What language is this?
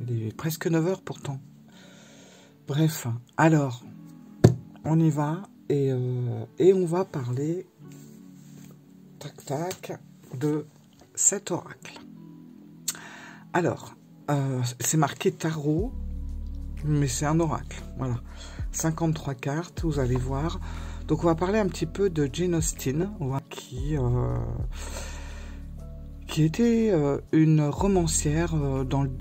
French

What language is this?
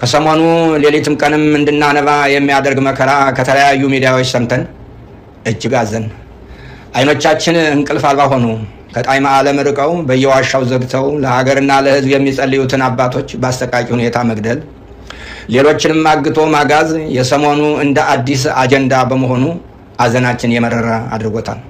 Amharic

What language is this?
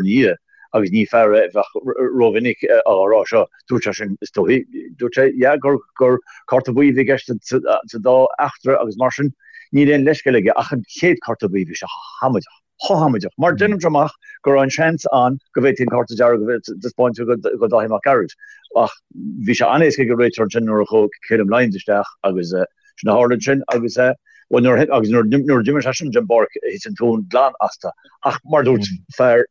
Irish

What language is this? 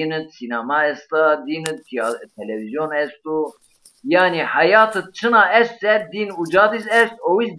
Zaza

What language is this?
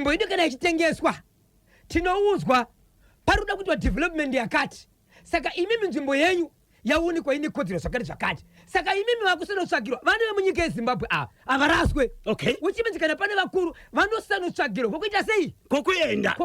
Shona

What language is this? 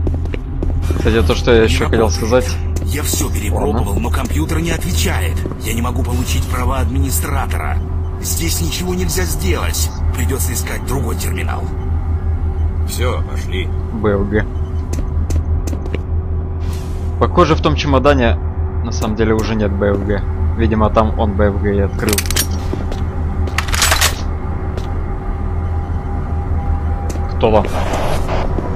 Russian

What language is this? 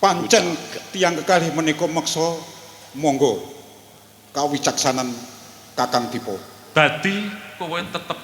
Javanese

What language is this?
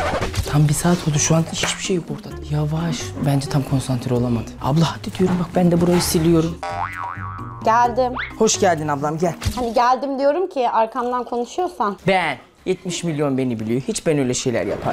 Turkish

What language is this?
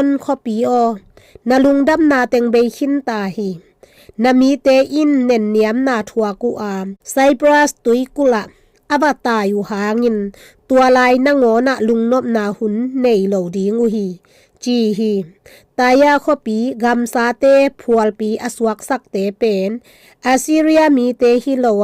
Tedim Chin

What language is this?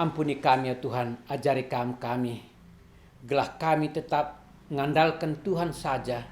Batak Karo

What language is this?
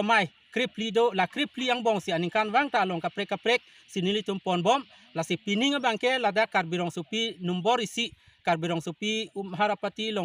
Karbi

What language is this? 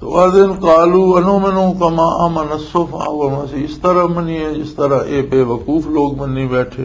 Western Panjabi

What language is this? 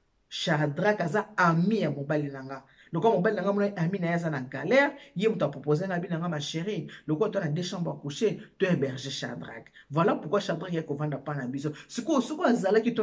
Lingala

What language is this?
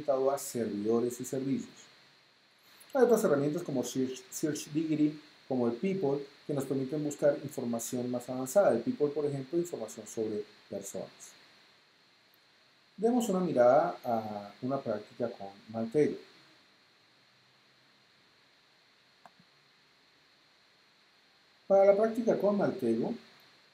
Spanish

